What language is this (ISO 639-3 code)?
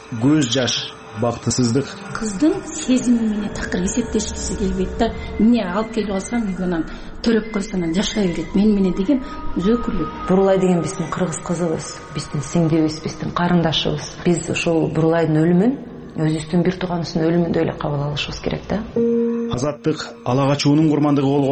kir